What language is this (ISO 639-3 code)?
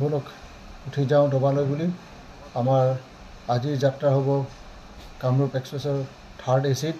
asm